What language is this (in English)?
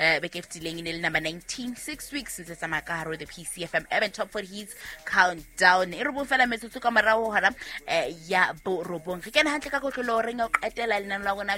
Southern Sotho